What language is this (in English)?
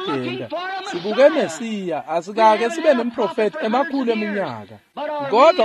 Swati